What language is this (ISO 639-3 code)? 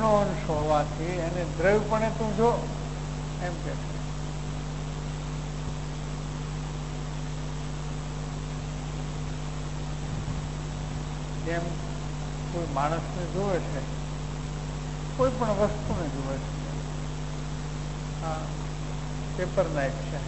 guj